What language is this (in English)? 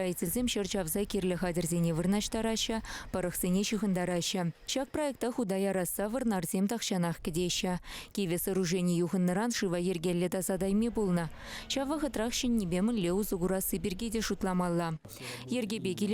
Chuvash